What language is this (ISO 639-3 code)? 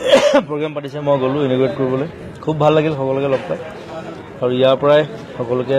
asm